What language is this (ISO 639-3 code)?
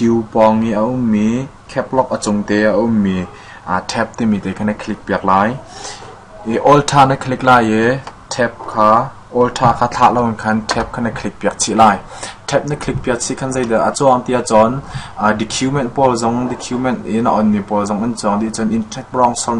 cnh